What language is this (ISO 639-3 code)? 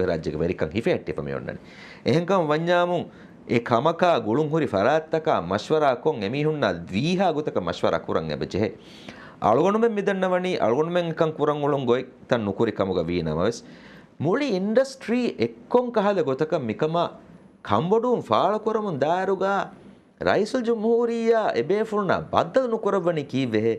div